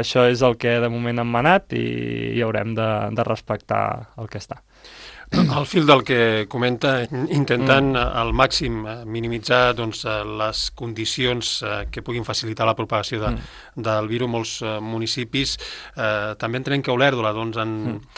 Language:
Catalan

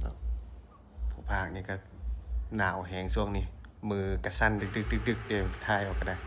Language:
Lao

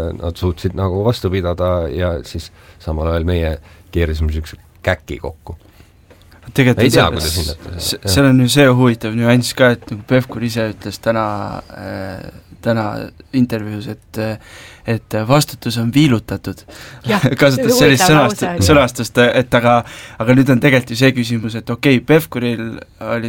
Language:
Estonian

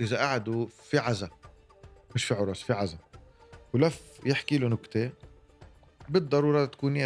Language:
North Levantine Arabic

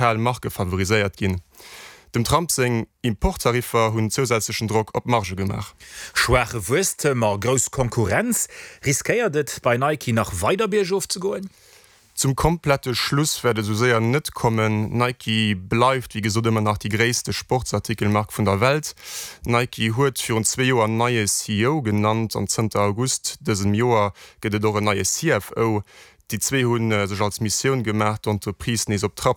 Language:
Luxembourgish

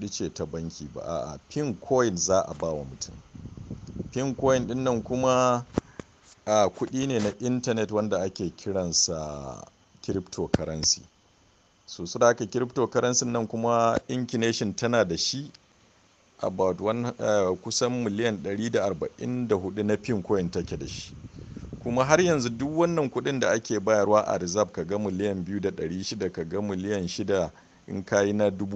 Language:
Hausa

